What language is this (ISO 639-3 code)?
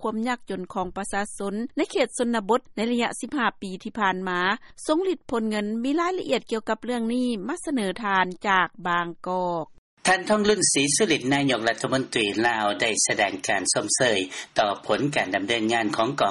lao